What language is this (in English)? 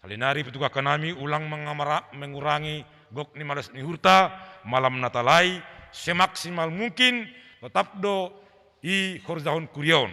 Batak Simalungun